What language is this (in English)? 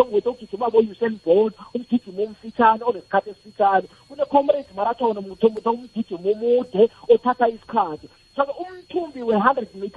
South Ndebele